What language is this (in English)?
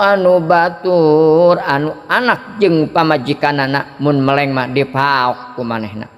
Sundanese